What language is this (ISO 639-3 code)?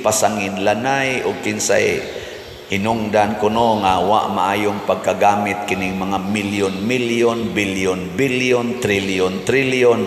ceb